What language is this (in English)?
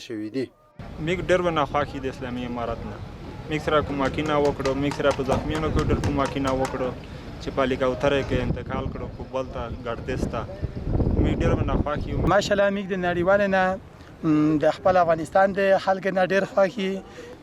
Pashto